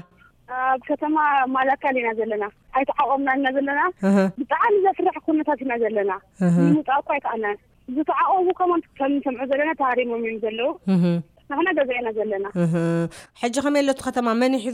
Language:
Tigrinya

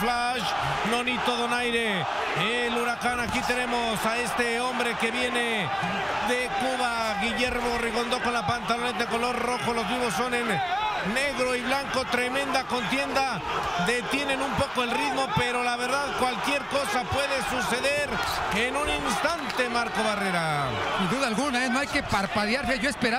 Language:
Spanish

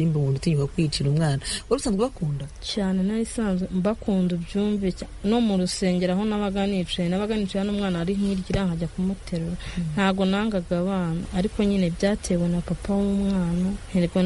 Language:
Kinyarwanda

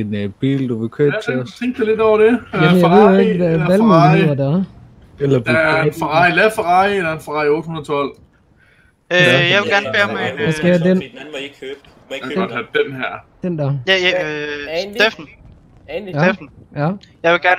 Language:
Danish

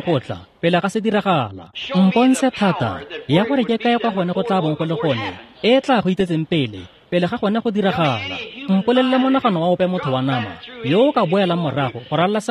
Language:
Tswana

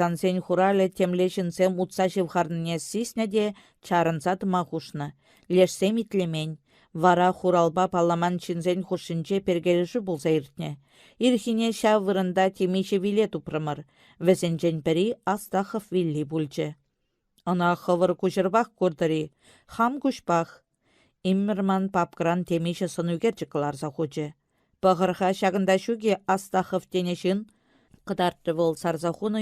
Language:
Chuvash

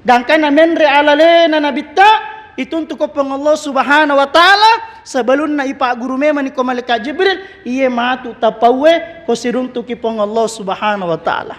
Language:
Buginese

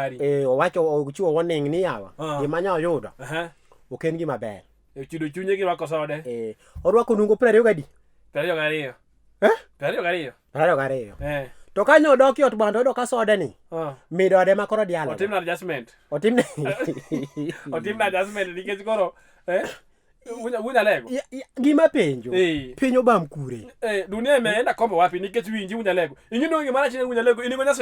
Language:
Luo (Kenya and Tanzania)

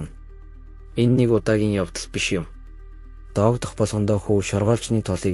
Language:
Mongolian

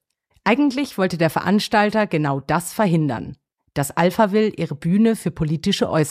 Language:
German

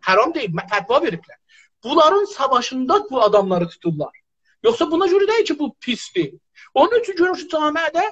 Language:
South Azerbaijani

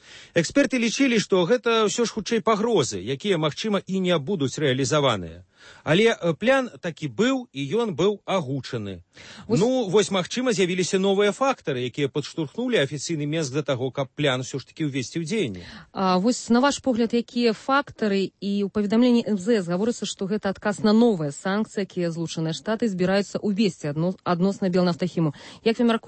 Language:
Belarusian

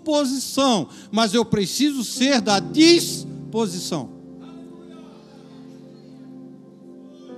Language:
Portuguese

